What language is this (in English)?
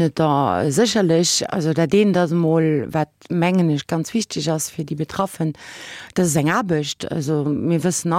Luxembourgish